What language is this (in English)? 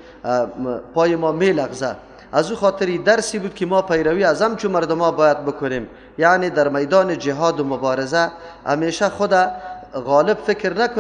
Persian